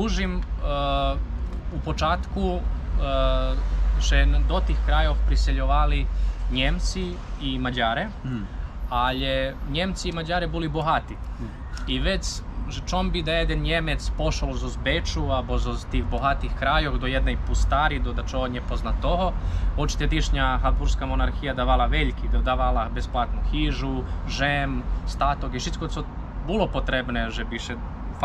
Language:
Rusyn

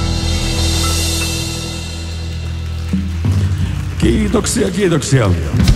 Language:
Finnish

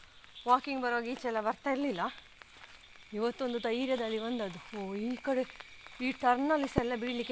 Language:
Kannada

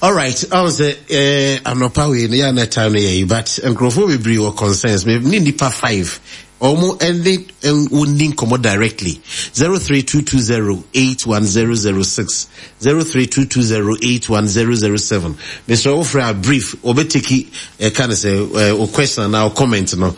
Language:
Akan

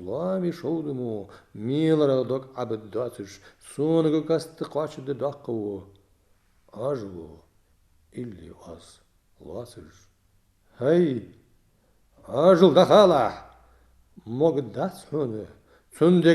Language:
Ingush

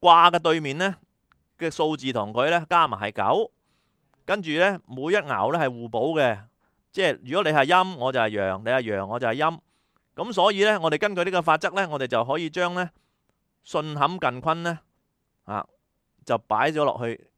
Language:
Cantonese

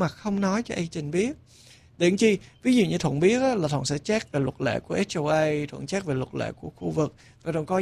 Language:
Vietnamese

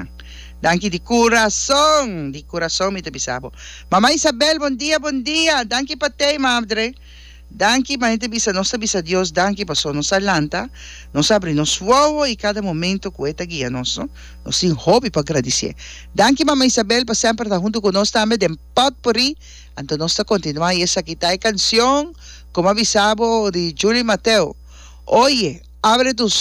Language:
Papiamento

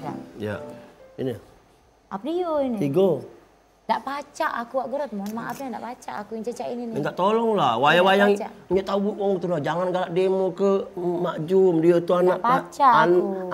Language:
Musi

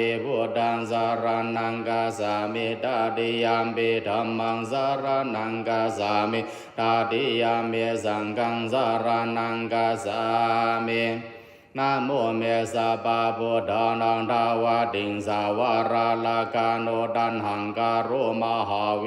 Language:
Pali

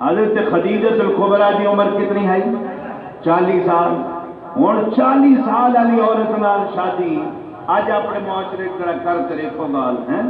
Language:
Saraiki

